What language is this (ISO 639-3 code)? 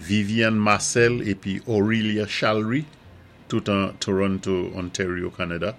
acf